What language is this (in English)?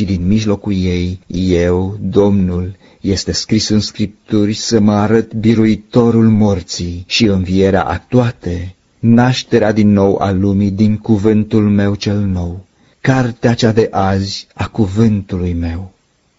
Romanian